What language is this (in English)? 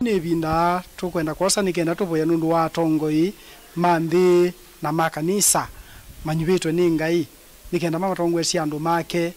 Kamba